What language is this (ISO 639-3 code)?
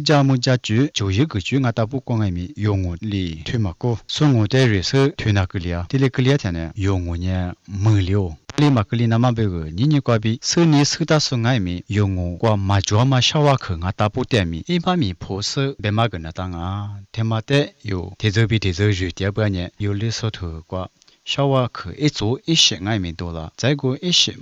lis